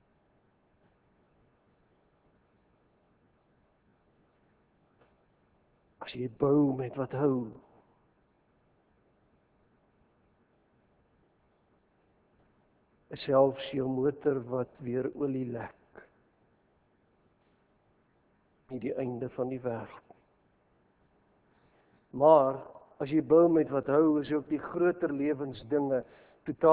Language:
Afrikaans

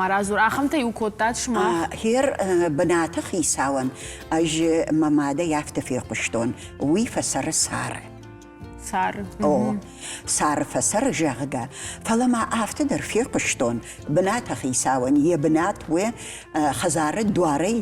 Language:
Ossetic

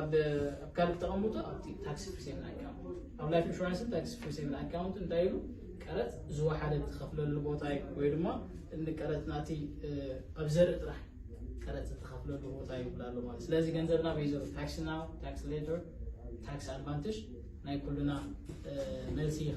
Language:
Tigrinya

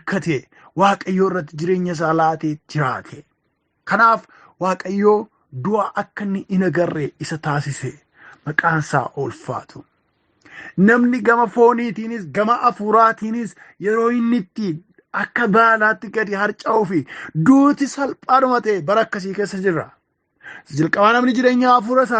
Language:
Oromo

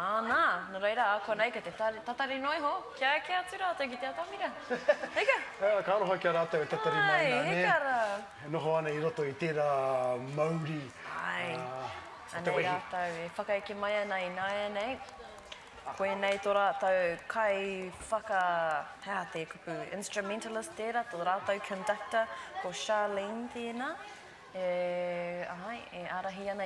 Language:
Māori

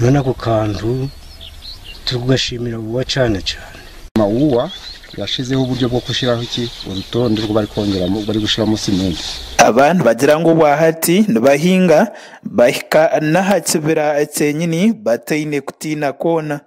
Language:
Nyankole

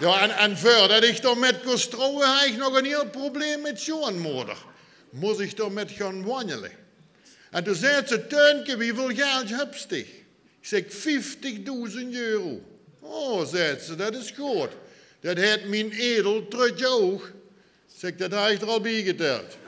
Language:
Limburgish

